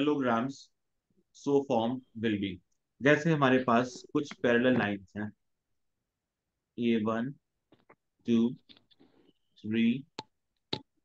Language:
Hindi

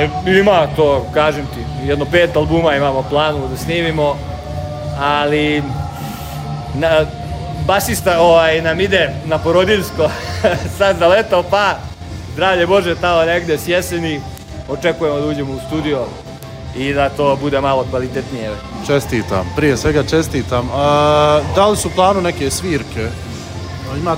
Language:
Bosnian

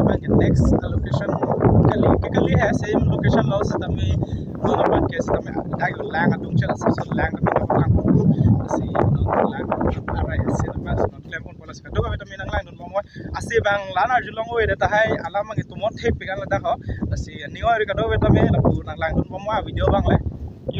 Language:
Karbi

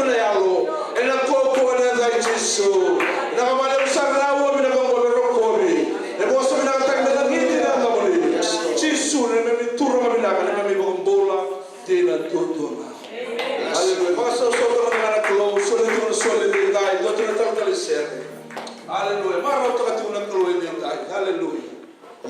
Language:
Fijian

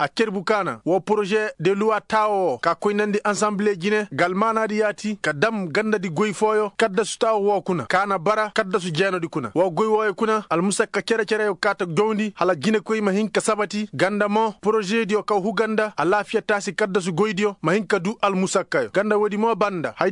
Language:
Koyraboro Senni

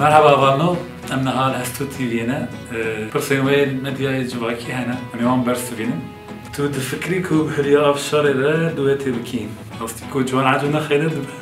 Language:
Kurdish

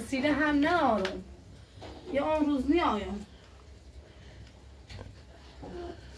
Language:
Persian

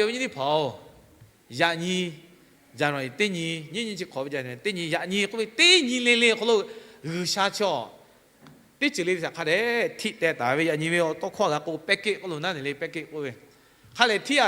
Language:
Lahu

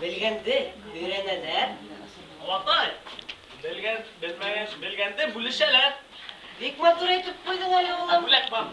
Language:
Bashkir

